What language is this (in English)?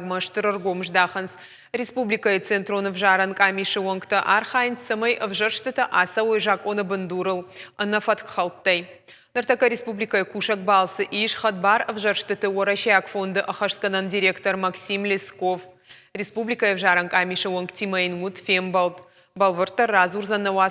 Ossetic